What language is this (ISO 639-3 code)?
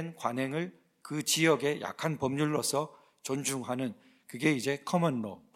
kor